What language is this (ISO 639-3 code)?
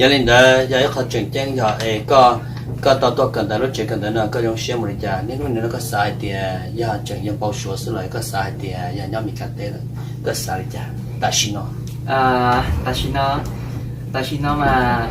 hmn